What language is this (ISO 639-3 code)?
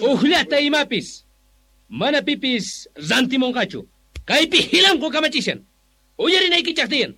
que